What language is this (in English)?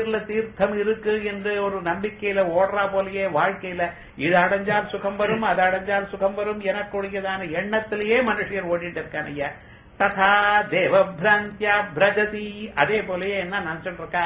Tamil